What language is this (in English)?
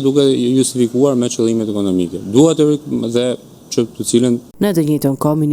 Albanian